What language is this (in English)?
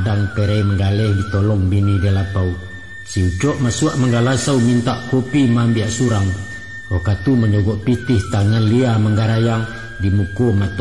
Minangkabau